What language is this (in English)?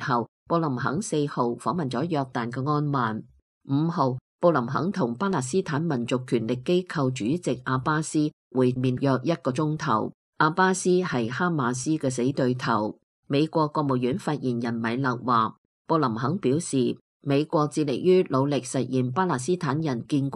Cantonese